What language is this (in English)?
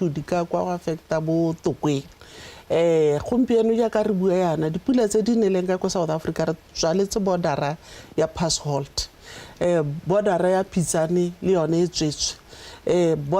Tswana